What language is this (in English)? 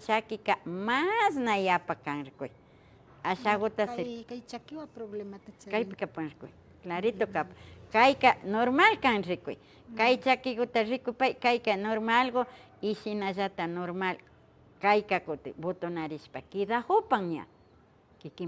Imbabura Highland Quichua